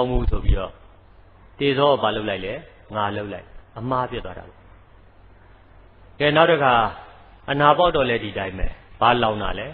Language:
Burmese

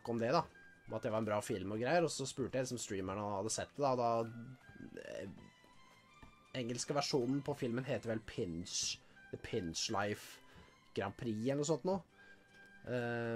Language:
Norwegian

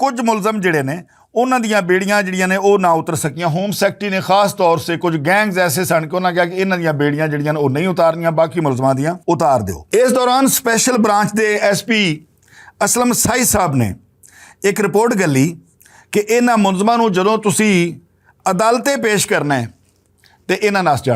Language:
Western Panjabi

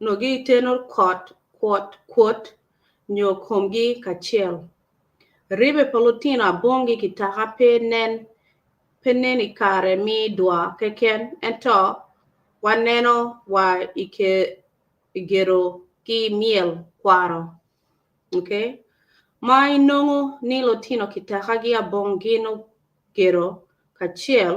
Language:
Acoli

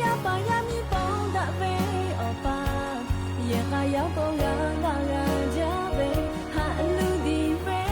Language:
Lahu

